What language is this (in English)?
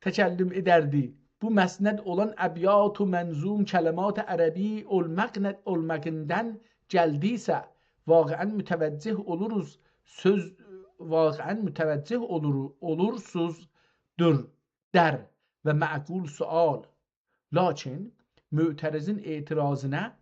South Azerbaijani